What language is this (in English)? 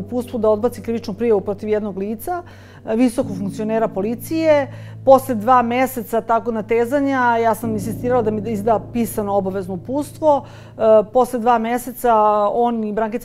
Serbian